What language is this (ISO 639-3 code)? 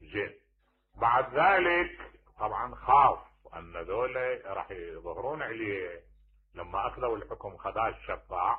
acm